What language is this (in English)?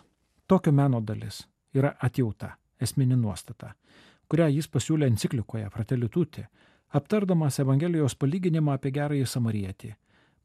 Lithuanian